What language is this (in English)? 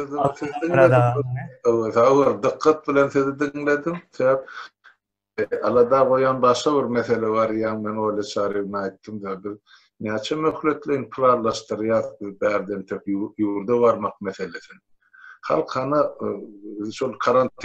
Turkmen